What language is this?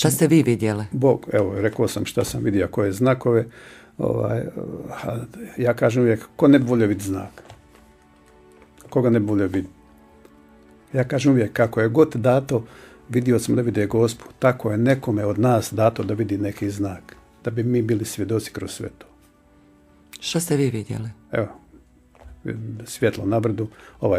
Croatian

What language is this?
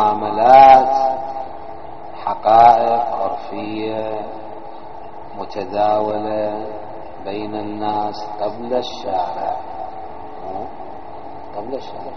Arabic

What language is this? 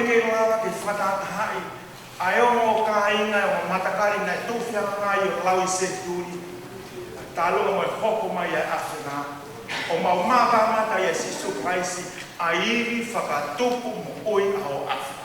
Tongan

